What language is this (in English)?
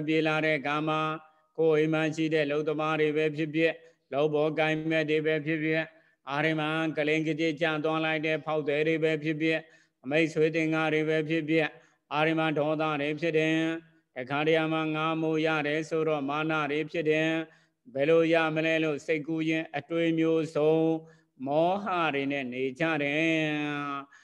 Burmese